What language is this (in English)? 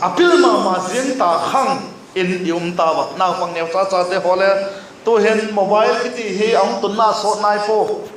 Vaiphei